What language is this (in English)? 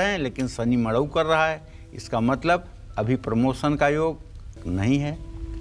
Hindi